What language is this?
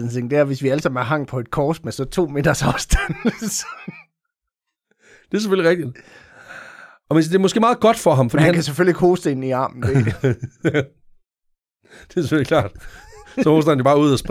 Danish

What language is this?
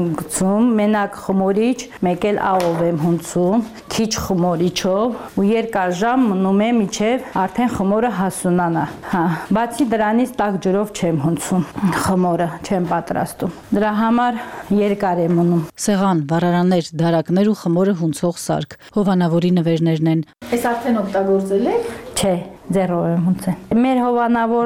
Armenian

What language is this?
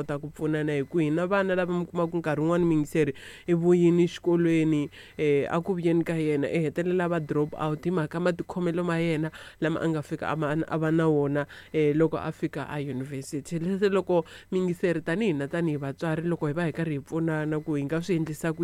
Tsonga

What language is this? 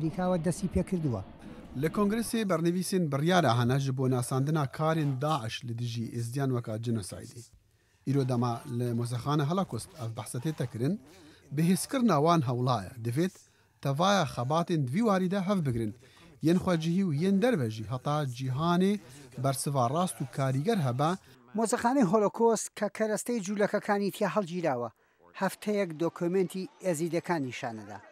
Central Kurdish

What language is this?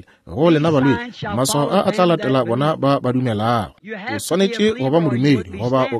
Northern Sotho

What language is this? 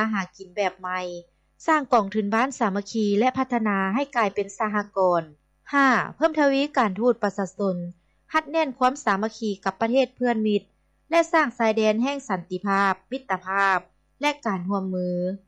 Lao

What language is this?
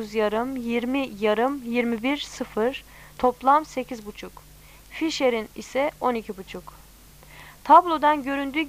Turkish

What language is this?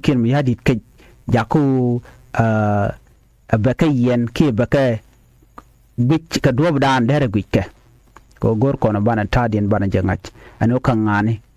Nuer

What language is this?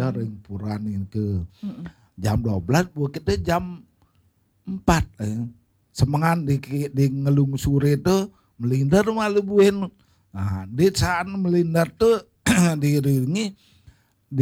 Balinese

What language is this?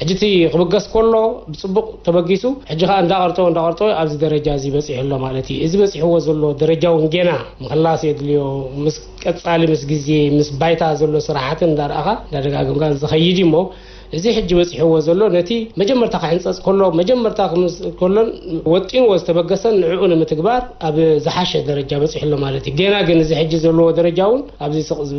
Tigrinya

